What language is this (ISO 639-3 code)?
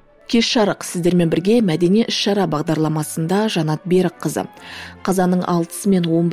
kaz